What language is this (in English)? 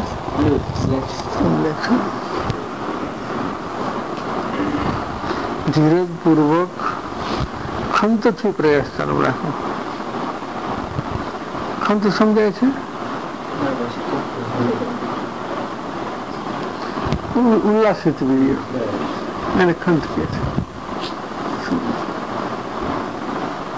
Gujarati